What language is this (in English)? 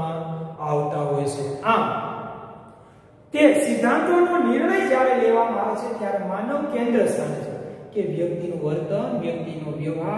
Gujarati